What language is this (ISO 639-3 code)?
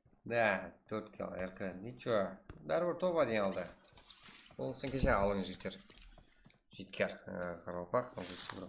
kaa